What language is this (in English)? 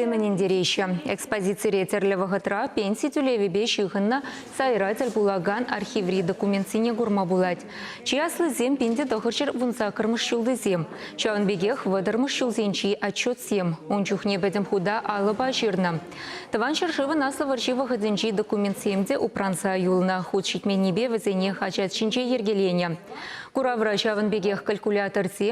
Chuvash